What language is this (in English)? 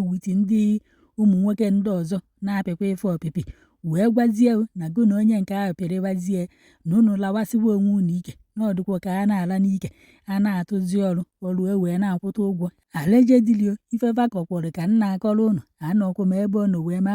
Igbo